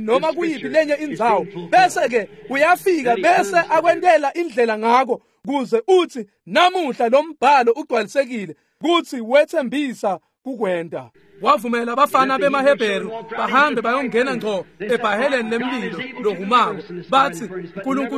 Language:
Swati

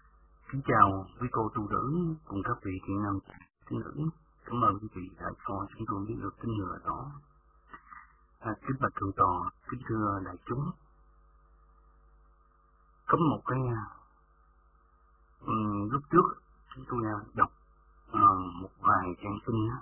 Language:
Vietnamese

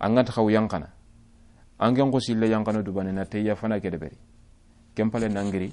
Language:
Soninke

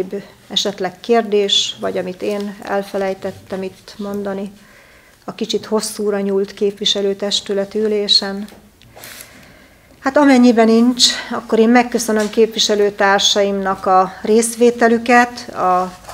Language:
Hungarian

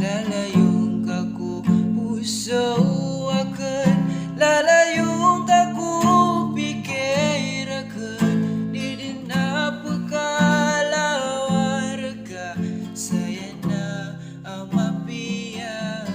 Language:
Maranao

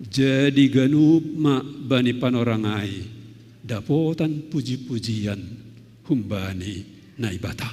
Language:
Batak Simalungun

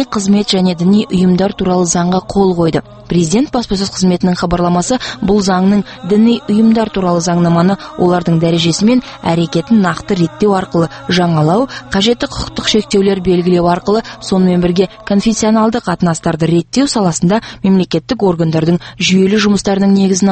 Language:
Kazakh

